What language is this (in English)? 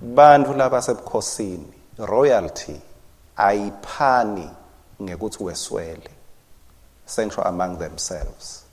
Swati